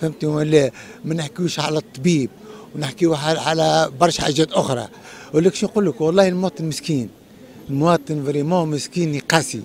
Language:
Tunisian Arabic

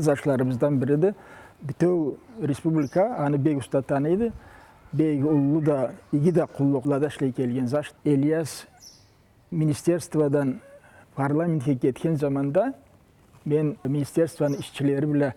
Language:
Karachay-Balkar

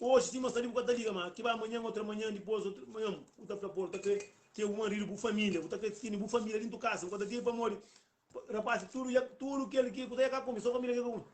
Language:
Kabuverdianu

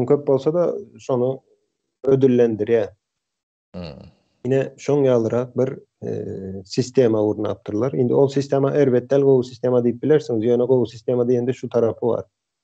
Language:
Turkmen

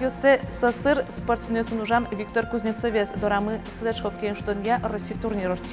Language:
Udmurt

